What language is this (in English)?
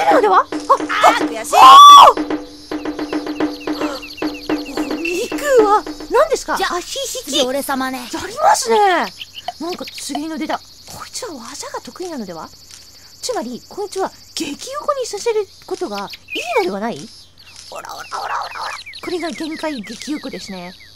Japanese